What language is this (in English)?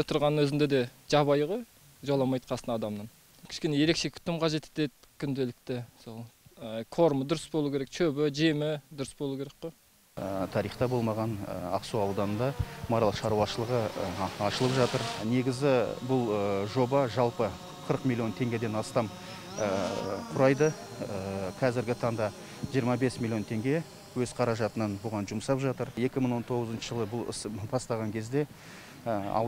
Kazakh